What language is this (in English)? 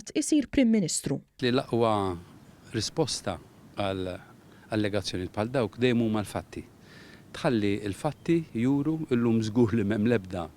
Maltese